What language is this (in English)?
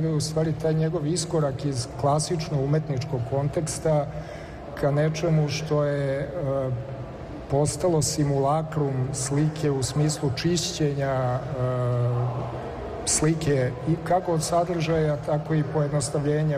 Serbian